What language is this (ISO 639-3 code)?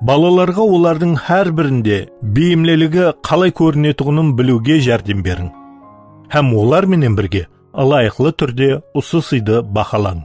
kaa